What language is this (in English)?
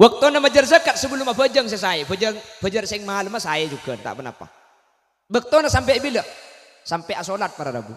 Madurese